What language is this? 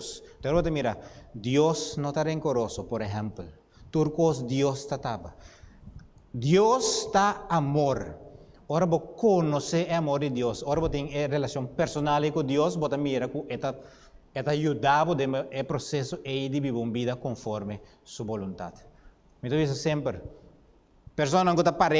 Papiamento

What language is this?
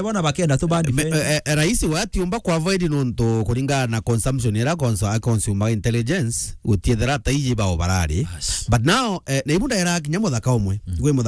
Meru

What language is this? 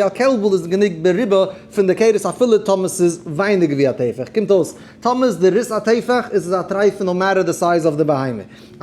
Yiddish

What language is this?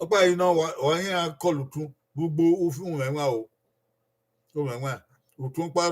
Bini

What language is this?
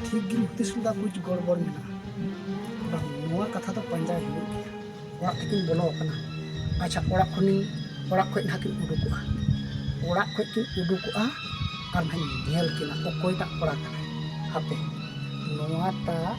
Santali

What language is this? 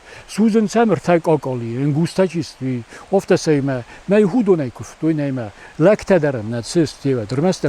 Ossetic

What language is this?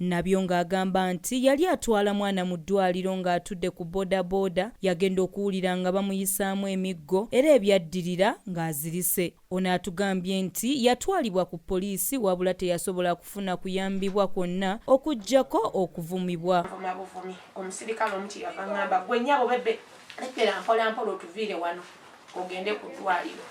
Ganda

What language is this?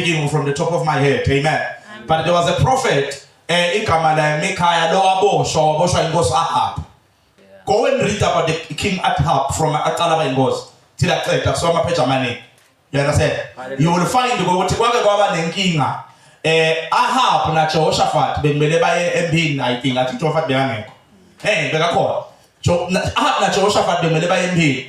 Zulu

